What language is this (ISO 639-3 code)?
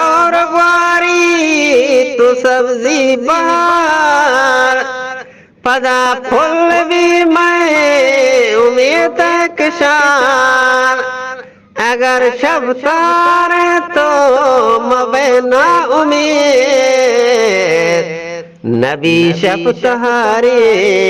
bgp